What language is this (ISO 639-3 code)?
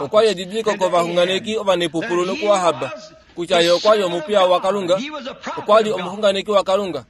kua